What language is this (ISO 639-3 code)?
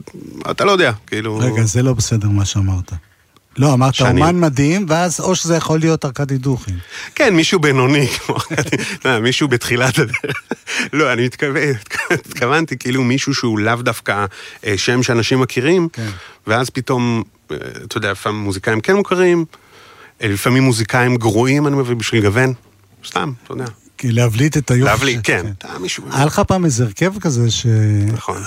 heb